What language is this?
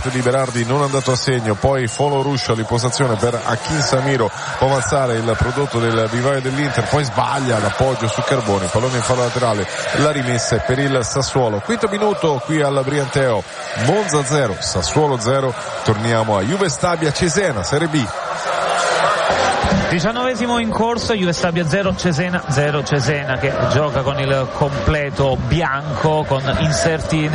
Italian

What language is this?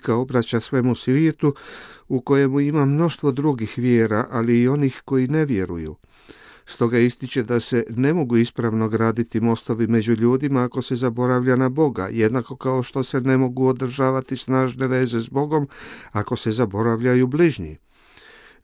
Croatian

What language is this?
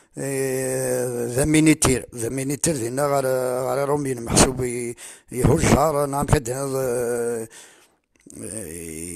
Kabyle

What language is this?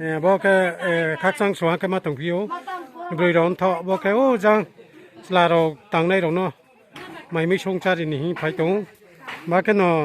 Riang (India)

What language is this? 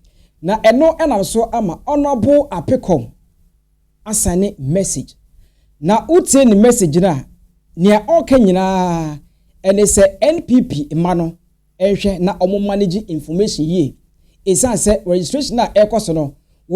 Akan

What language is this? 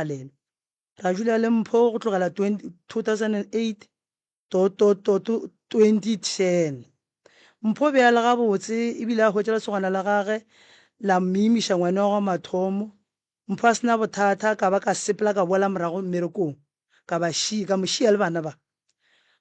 Northern Sotho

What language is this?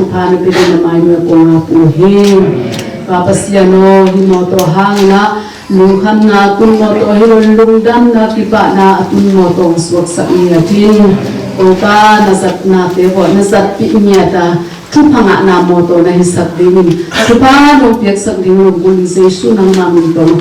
Tedim Chin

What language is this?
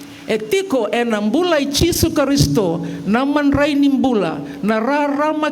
Fijian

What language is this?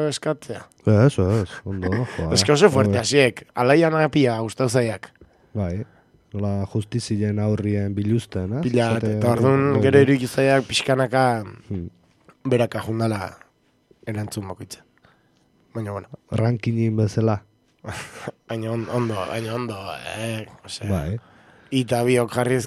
Basque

